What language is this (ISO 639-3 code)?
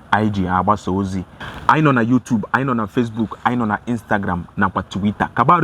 ibo